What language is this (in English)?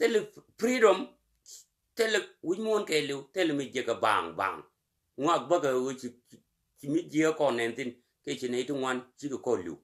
Nuer